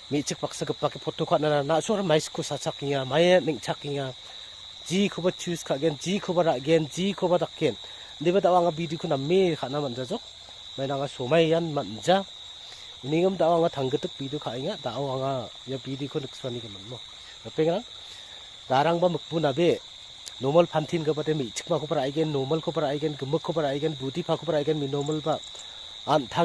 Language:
Garo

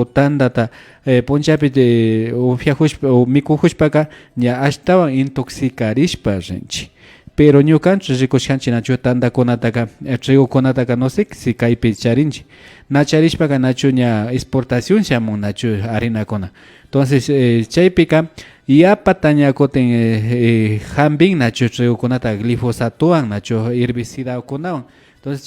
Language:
Imbabura Highland Quichua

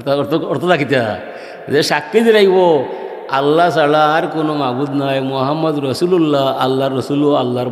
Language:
Sylheti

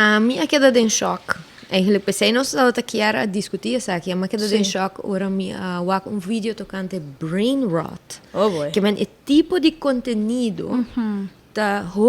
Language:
Papiamento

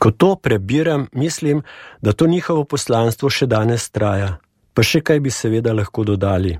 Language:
Slovenian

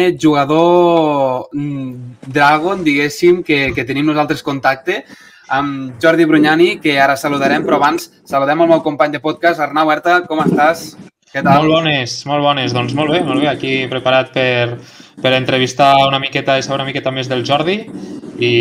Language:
Catalan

